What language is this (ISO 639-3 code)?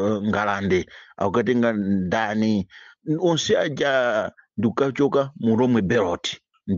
nya